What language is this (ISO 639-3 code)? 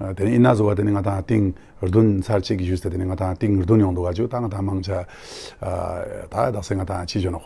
lbj